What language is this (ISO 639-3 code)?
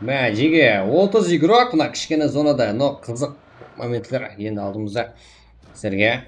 kaa